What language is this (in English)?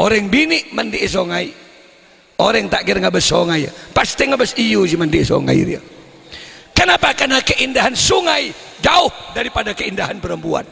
Madurese